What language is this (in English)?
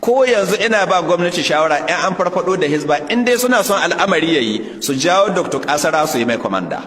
Hausa